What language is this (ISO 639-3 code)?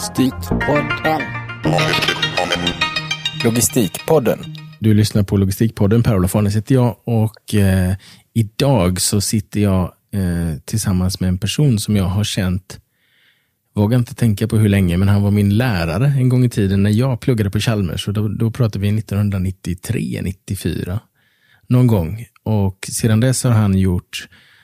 swe